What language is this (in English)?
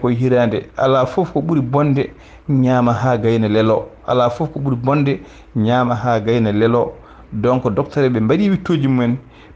Fula